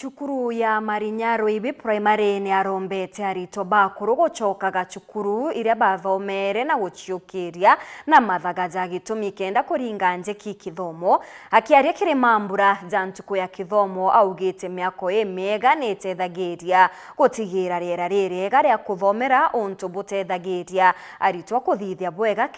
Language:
Meru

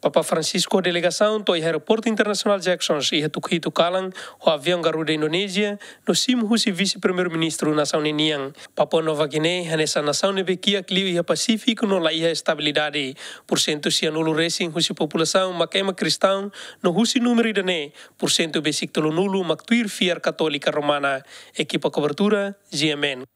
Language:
Tetum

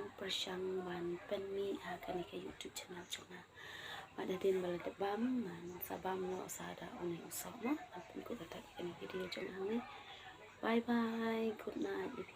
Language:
Khasi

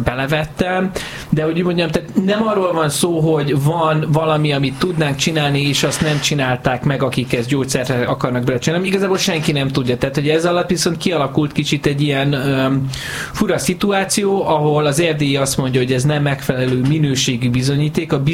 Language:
Hungarian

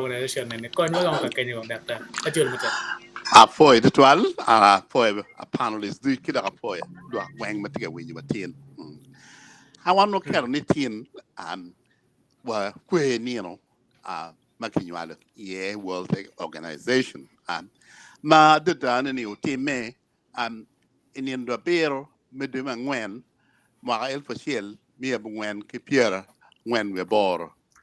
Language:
Acoli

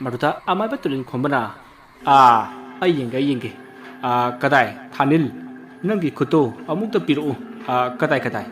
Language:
Manipuri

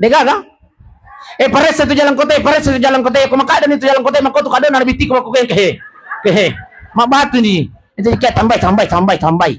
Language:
Buginese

